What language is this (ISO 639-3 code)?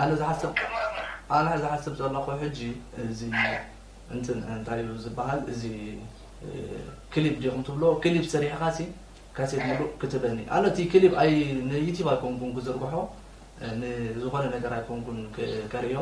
tir